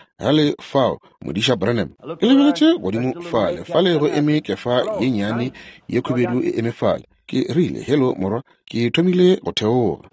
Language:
Northern Sotho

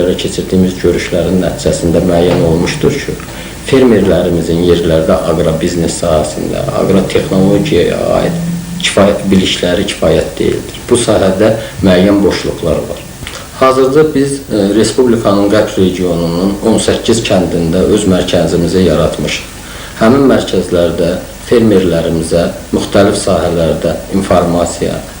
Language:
Azerbaijani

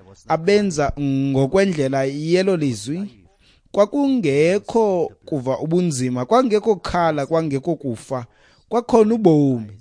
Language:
Xhosa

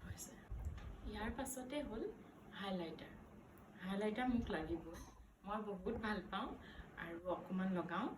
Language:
Assamese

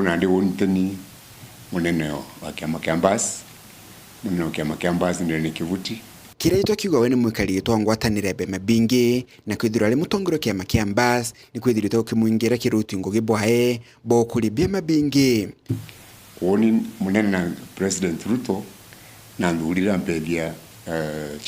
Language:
Meru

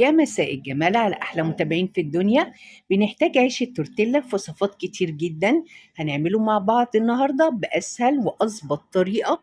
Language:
Egyptian Arabic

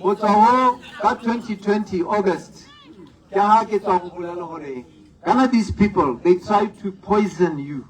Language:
Tswana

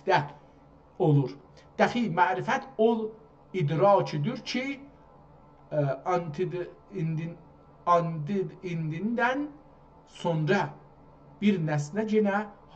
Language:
South Azerbaijani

